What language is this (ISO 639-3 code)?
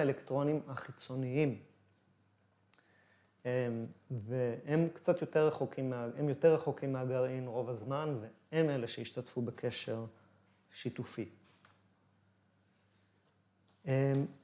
heb